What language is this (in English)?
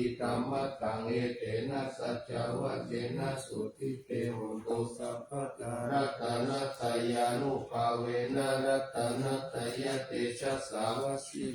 Pali